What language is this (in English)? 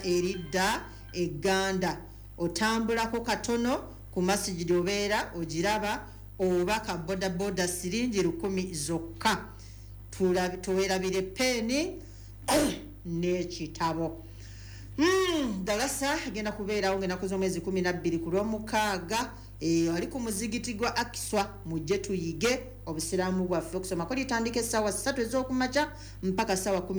Ganda